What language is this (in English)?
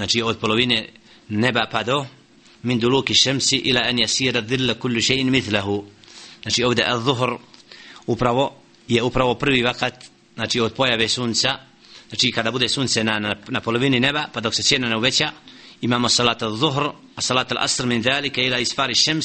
Bosnian